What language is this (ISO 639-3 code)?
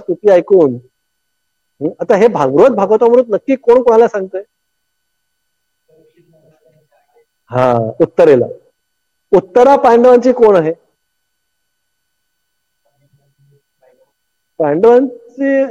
mar